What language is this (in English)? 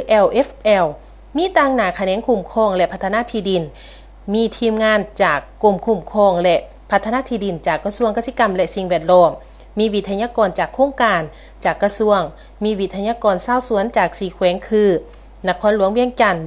Lao